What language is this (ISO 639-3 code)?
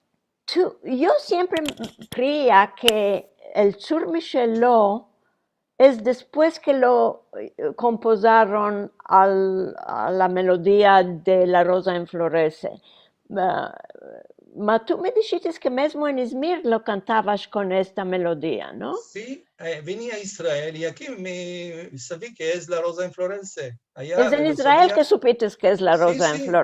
lad